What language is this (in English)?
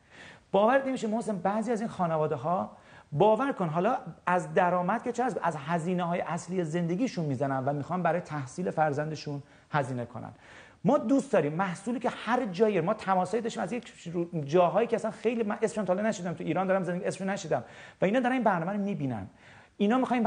Persian